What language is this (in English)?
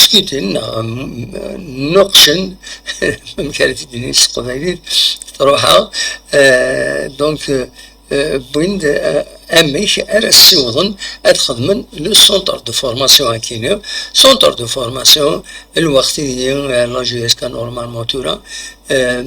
Kabyle